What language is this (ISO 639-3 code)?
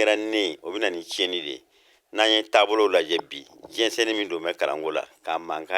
bam